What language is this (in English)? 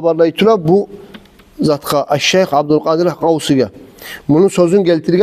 Kumyk